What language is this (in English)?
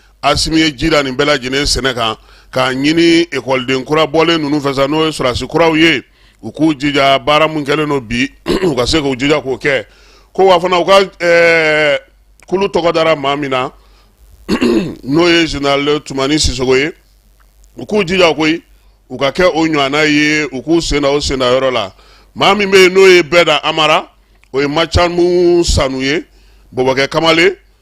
Bambara